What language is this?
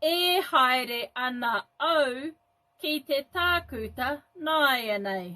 Māori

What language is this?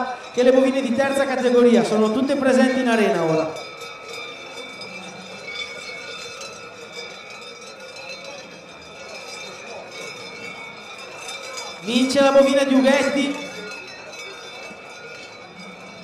Italian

